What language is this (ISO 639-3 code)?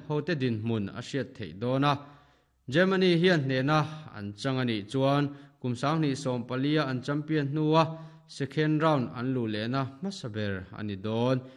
lus